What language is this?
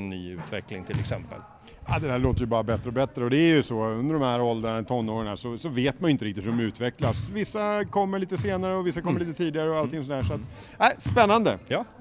Swedish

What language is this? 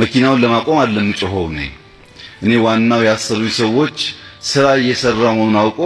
Amharic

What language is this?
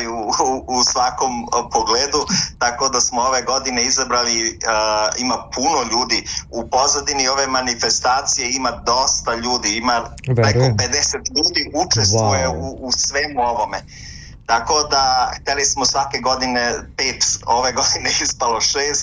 Serbian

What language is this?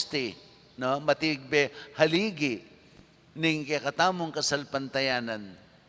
Pampanga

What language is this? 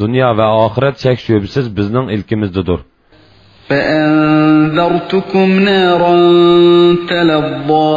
Uyghur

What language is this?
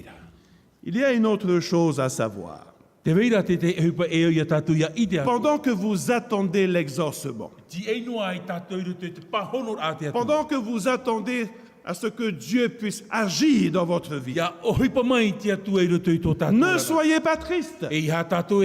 Tahitian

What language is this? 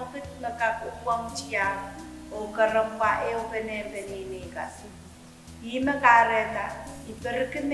Pohnpeian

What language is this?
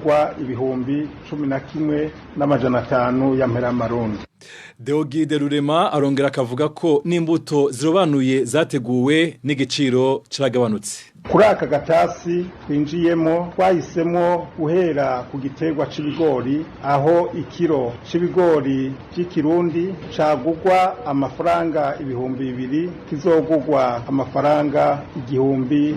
Rundi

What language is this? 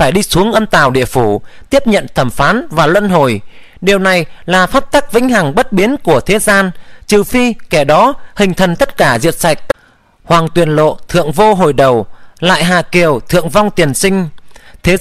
Vietnamese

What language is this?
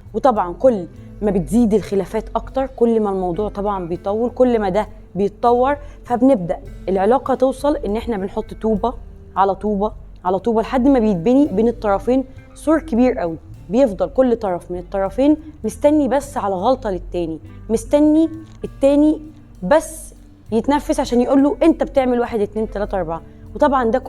Egyptian Arabic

